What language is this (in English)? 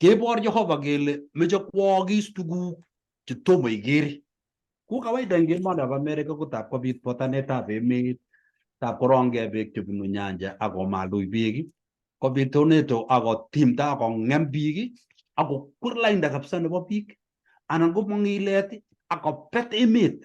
Kalenjin